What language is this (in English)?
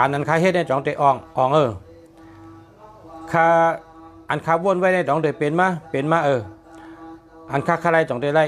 Shan